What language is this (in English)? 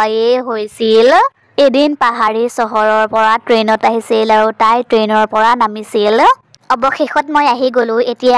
Assamese